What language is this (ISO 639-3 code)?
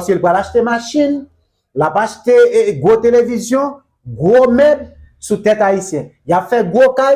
hat